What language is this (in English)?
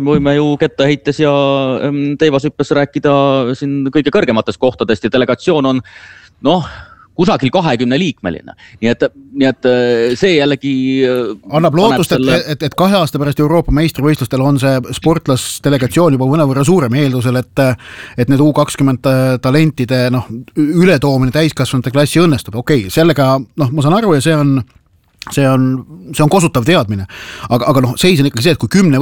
Estonian